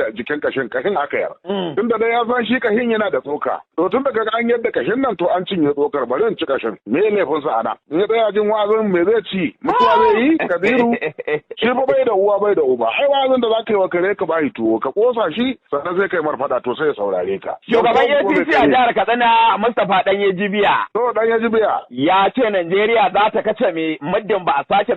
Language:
Hausa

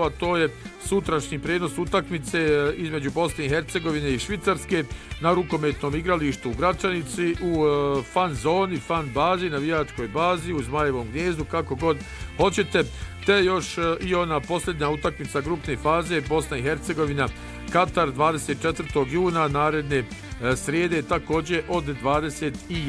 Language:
Bosnian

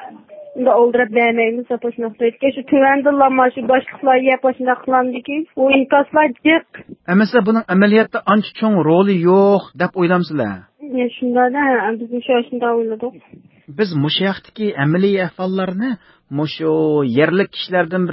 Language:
Uyghur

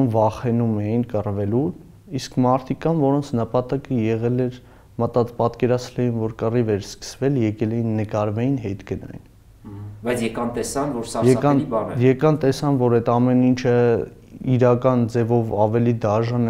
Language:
Armenian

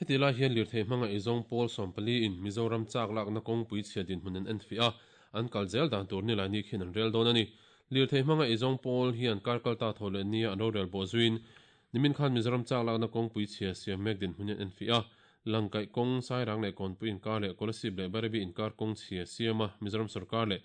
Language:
Mizo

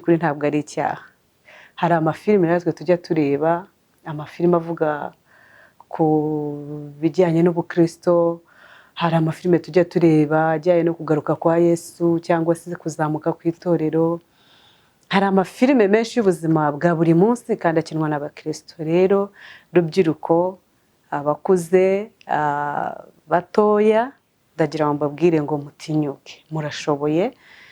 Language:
Kinyarwanda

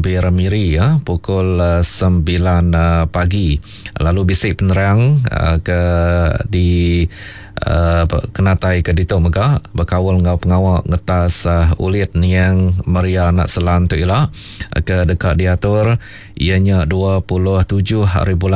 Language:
Iban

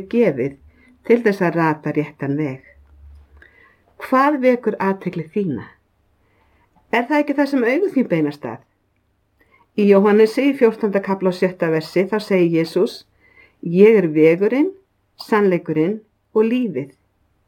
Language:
Icelandic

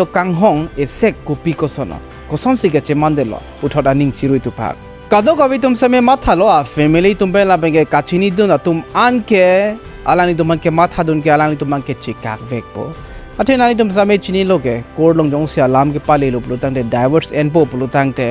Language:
Karbi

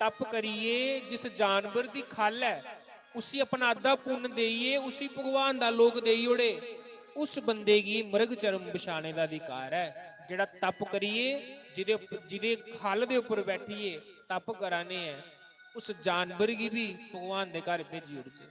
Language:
Dogri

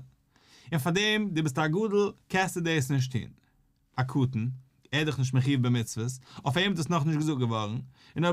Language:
Yiddish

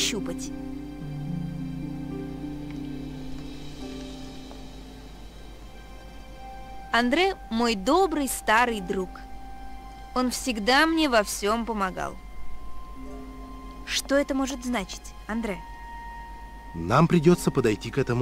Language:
Russian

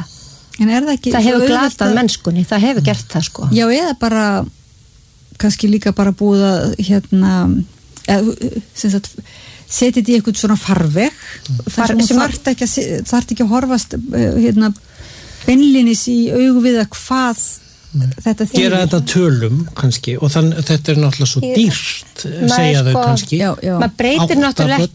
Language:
Icelandic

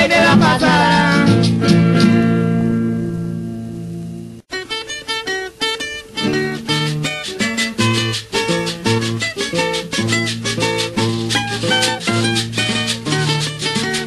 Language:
Spanish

